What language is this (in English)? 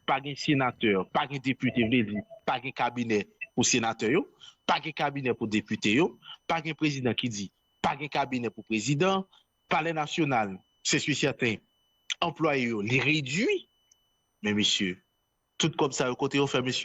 Haitian Creole